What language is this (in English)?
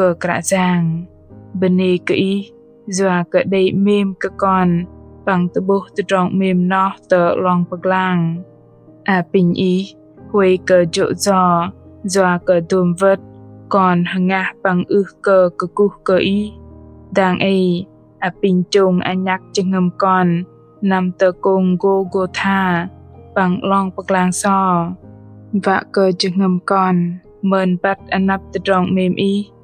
Bahnar